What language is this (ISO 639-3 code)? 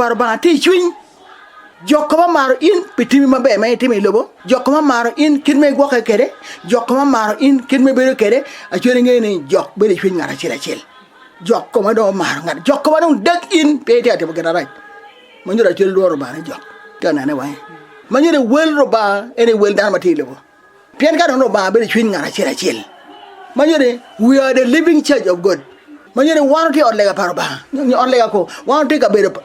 ach